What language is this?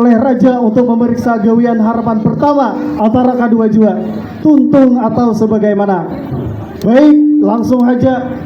Banjar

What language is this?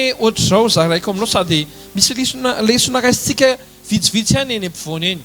Malagasy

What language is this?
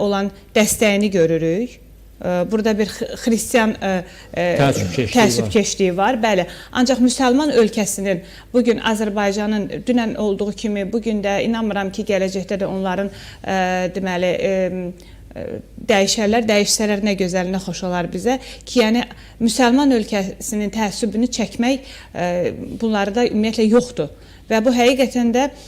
Azerbaijani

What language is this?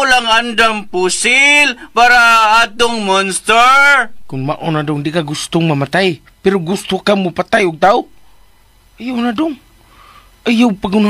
Cebuano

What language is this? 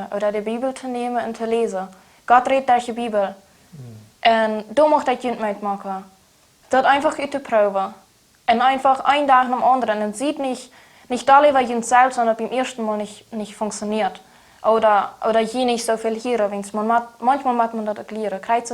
Plautdietsch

